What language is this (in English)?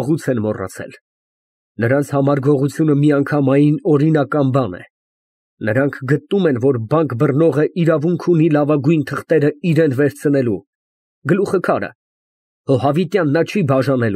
Armenian